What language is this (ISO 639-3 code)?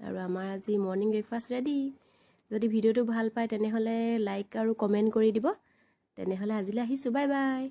asm